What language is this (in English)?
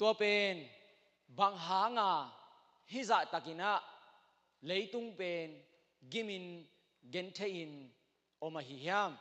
Tedim Chin